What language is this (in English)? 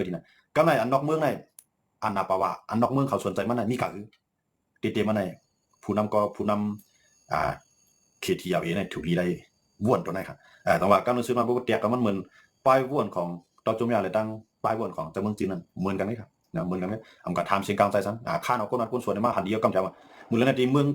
Shan